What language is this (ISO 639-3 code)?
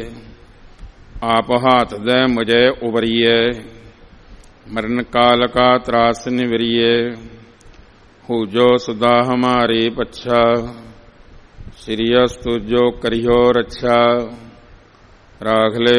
pan